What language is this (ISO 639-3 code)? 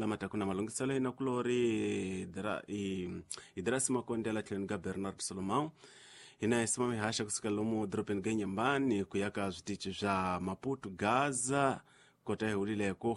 tso